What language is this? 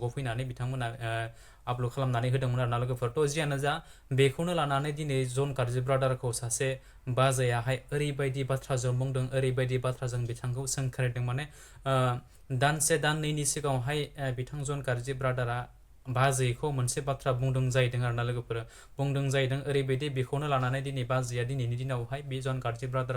Bodo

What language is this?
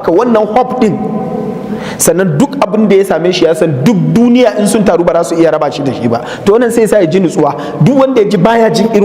Hausa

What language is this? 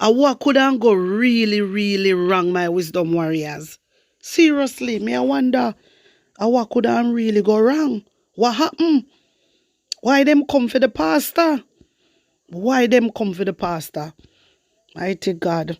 Jamaican Creole English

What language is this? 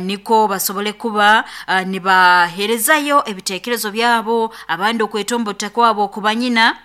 Nyankole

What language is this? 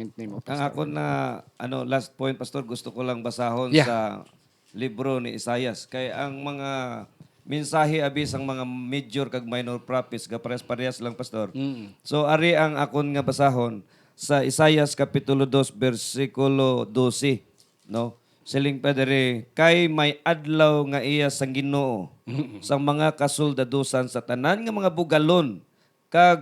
Hiligaynon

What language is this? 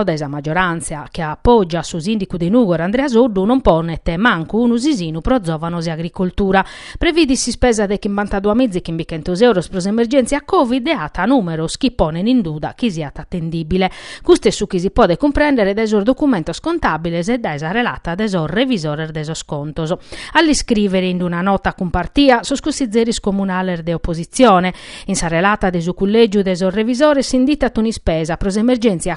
Sardinian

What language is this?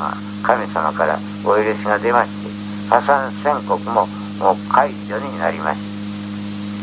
Japanese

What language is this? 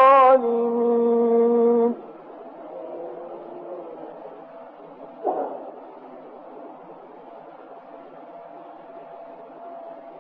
Arabic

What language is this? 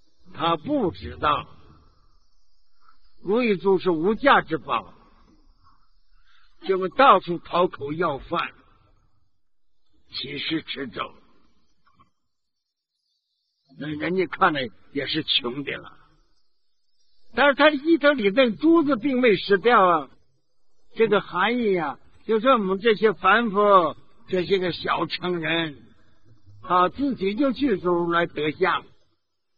Chinese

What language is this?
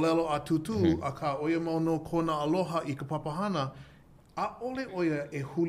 Hawaiian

